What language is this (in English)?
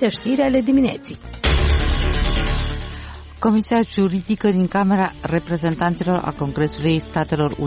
Romanian